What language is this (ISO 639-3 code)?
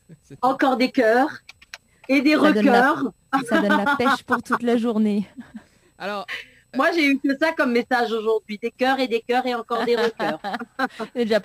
fra